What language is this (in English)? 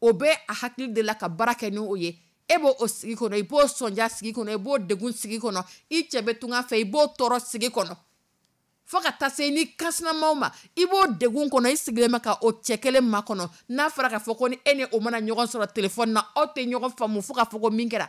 Dyula